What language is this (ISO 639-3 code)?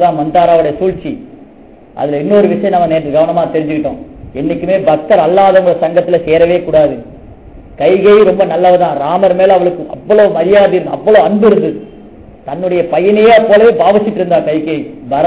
tam